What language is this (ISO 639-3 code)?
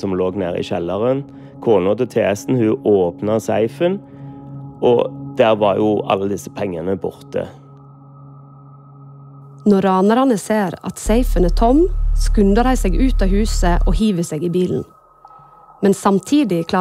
nor